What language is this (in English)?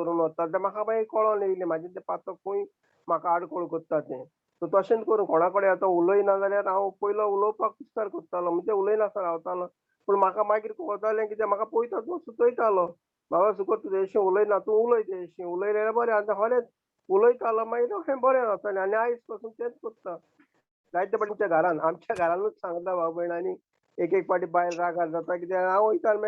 Konkani